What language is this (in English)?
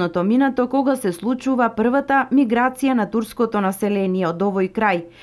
Macedonian